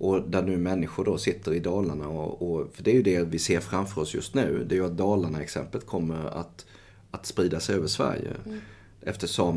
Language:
Swedish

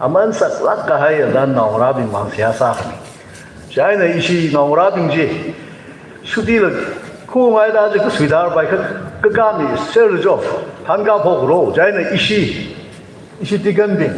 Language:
Tangkhul Naga (India)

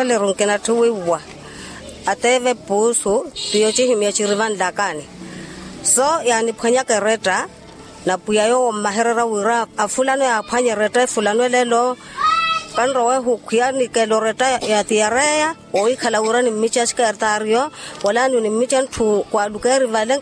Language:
Makhuwa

